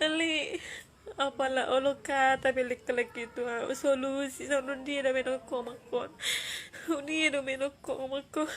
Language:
Batak Toba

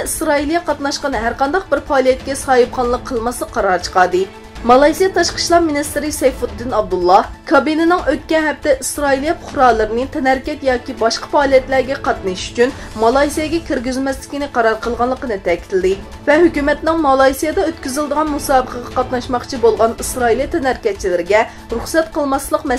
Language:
Uyghur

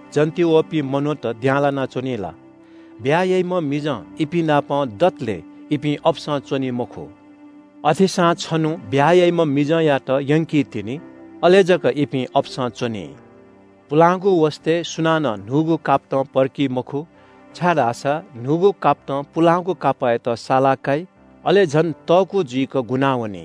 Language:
Newari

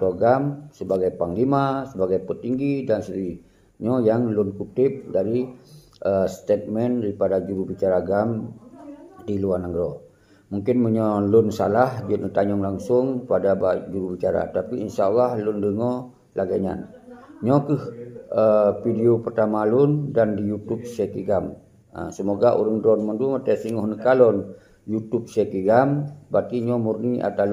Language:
Achinese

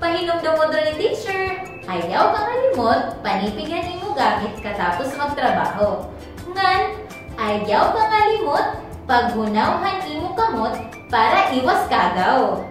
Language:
Waray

